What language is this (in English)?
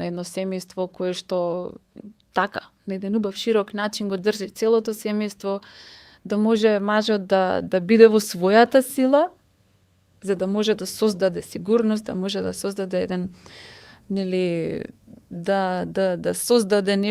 Macedonian